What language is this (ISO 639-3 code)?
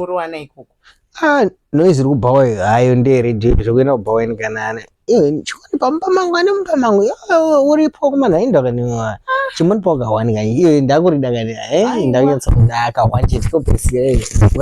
sna